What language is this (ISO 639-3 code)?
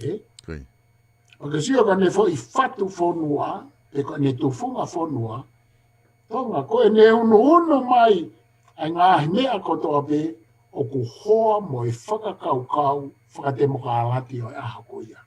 ton